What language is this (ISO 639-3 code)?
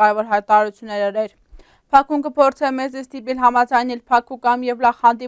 hyw